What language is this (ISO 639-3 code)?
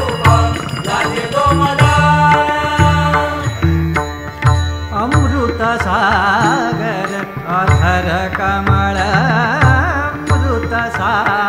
mar